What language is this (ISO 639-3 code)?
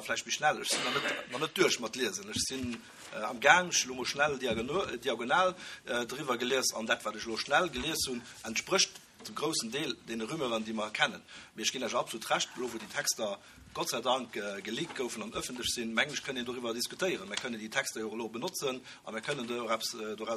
ltz